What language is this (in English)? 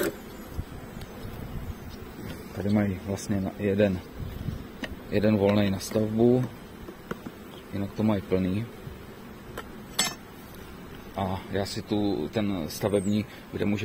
Czech